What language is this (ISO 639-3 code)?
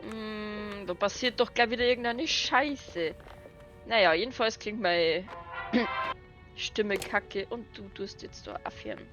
bar